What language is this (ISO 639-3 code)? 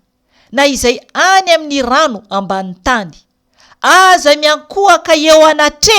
mlg